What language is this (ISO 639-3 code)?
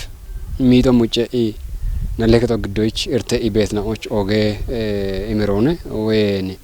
kbr